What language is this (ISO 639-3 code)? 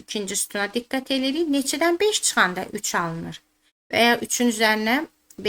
aze